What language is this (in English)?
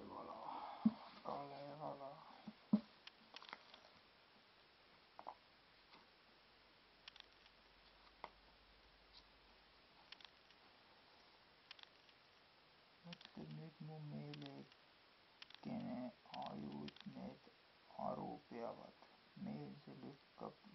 Estonian